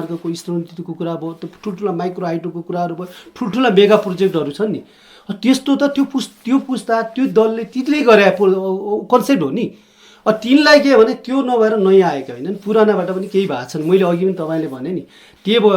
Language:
Nepali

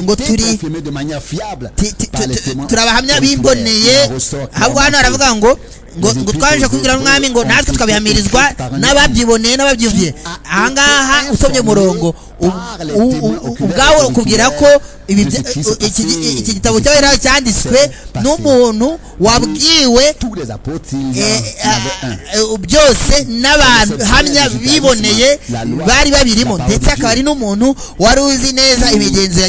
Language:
Kinyarwanda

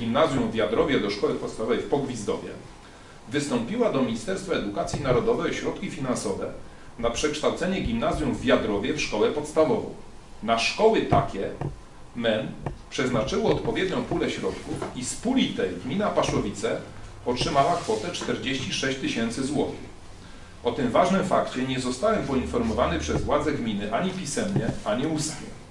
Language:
Polish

